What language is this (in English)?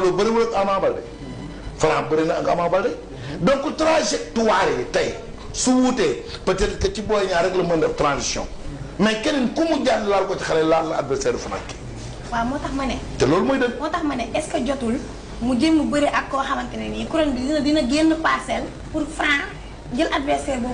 Wolof